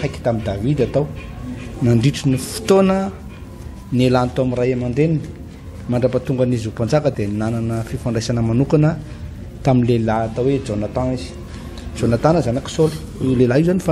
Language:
Malagasy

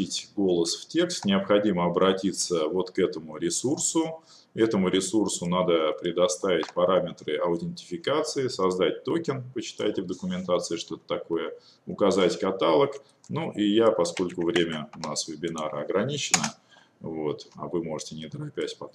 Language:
Russian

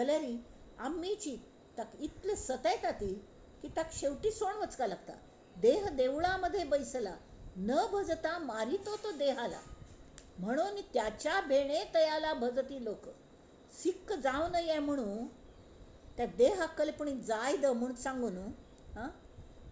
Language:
Konkani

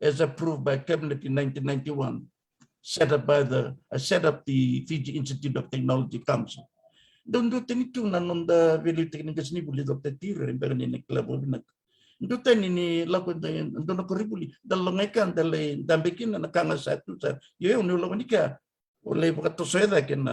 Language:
Fijian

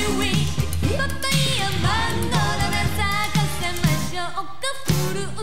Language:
Japanese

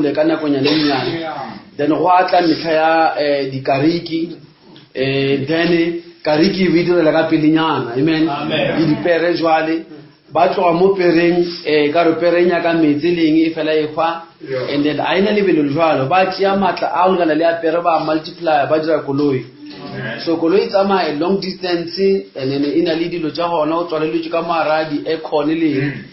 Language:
Northern Sotho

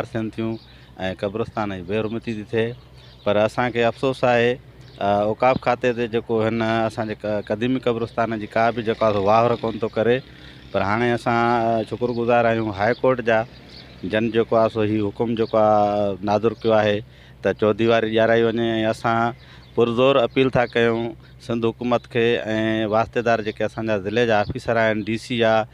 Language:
Sindhi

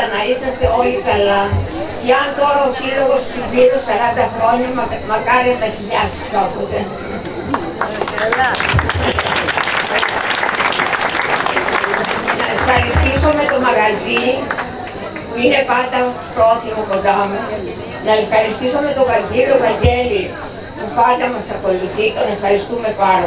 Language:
Greek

